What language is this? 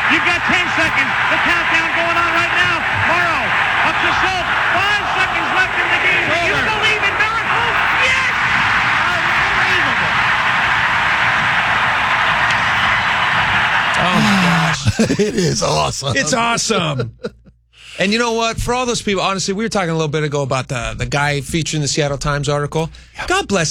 English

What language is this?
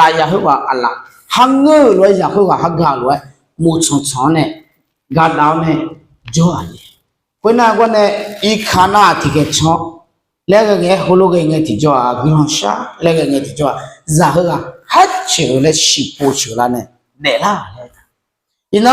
Akha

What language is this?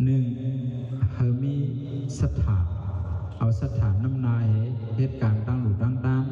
Shan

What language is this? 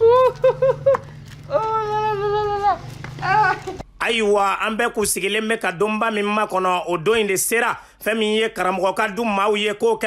Bambara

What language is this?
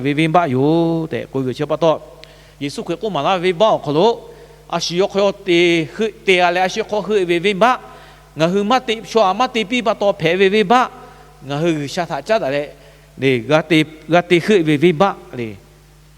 Lahu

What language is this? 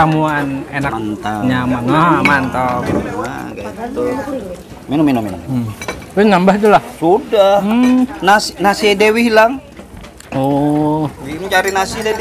Banjar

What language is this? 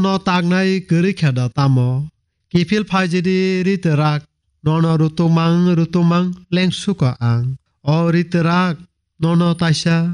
Kok Borok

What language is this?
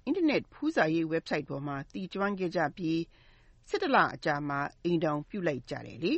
Burmese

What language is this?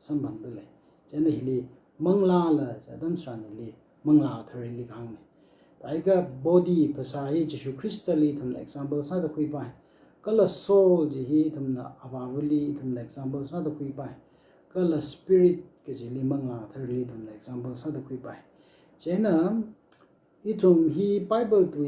Tangkhul Naga (India)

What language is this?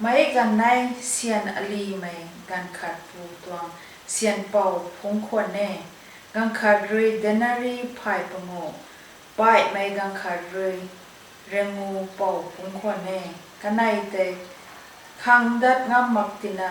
Rongmei Naga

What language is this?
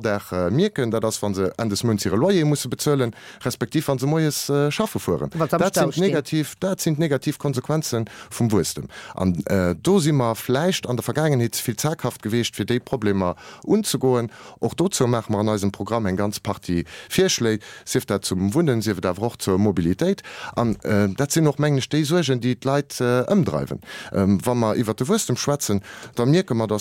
Luxembourgish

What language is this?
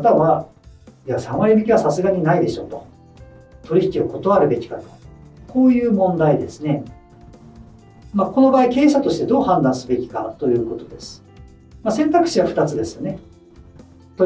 Japanese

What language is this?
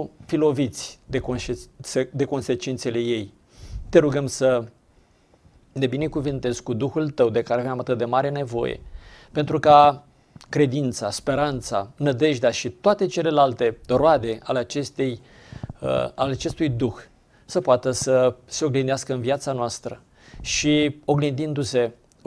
Romanian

